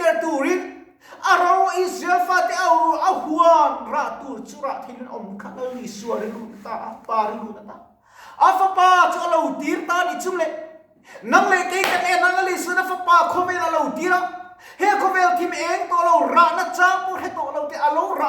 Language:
Mizo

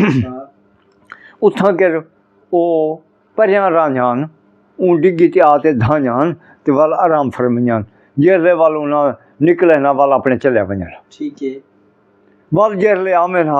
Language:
Saraiki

